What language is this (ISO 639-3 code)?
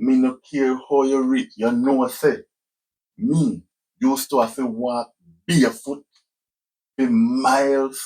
jam